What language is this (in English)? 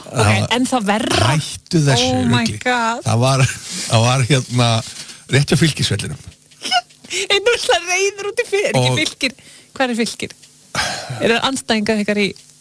Icelandic